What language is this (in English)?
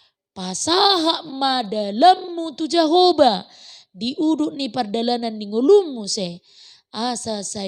Batak Toba